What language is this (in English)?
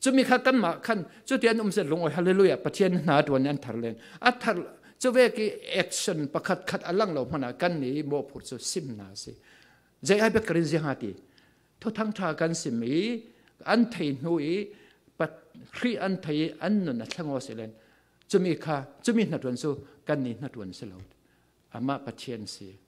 Falam Chin